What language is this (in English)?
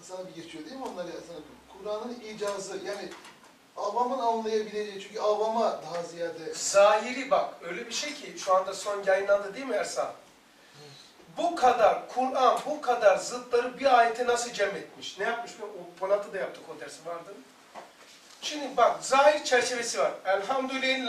Turkish